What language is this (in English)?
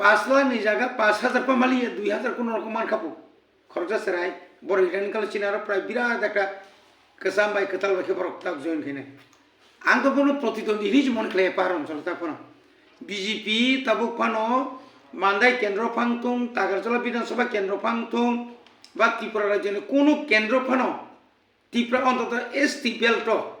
Kok Borok